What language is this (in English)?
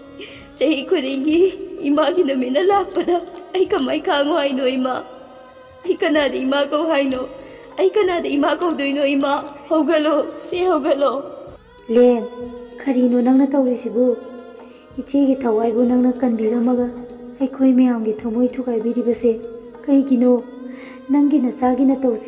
Manipuri